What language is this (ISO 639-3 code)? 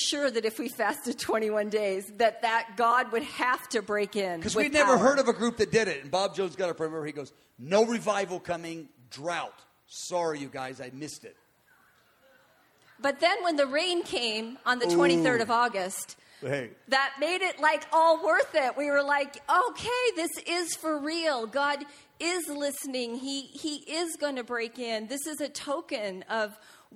eng